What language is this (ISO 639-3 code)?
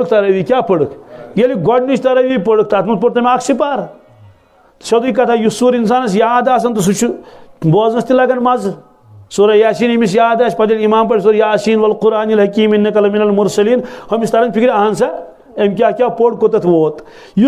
kas